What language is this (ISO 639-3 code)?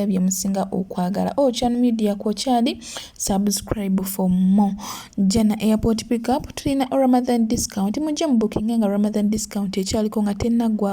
lug